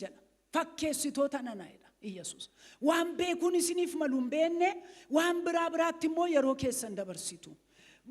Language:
Oromo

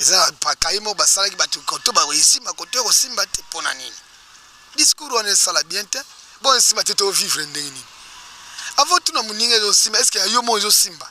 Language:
Lingala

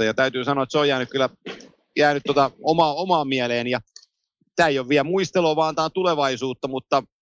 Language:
Finnish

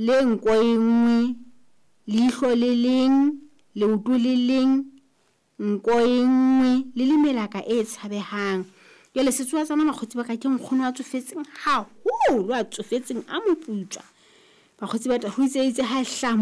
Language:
Southern Sotho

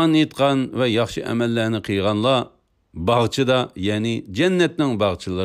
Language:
Uyghur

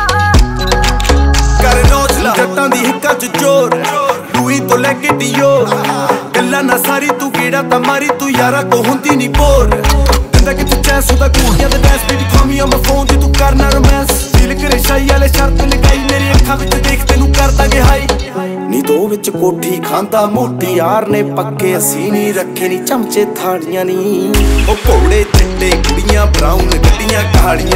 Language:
Punjabi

